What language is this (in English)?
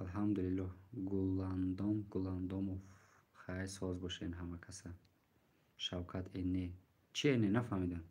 Tajik